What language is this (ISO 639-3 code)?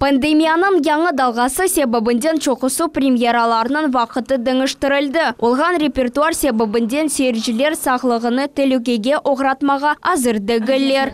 crh